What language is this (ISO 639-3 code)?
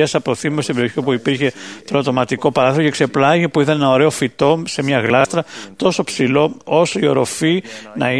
ell